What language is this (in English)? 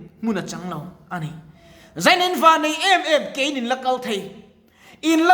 Mizo